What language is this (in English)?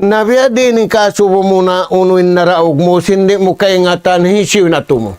Tausug